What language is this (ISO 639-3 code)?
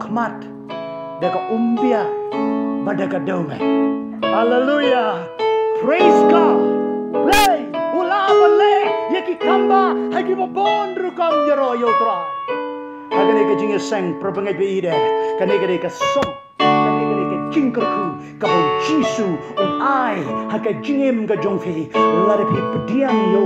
kha